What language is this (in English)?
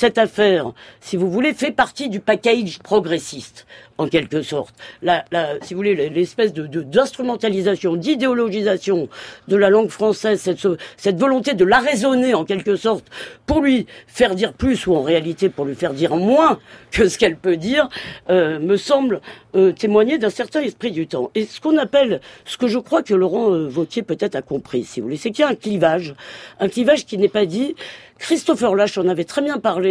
French